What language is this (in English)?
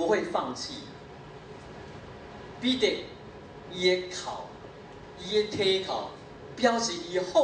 Min Nan Chinese